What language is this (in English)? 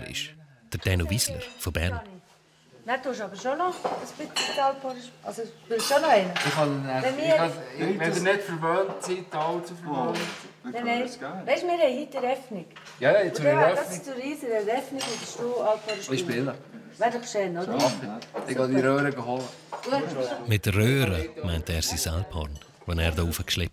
Swiss German